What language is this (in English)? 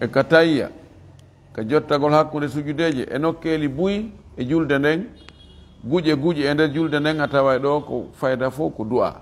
Fula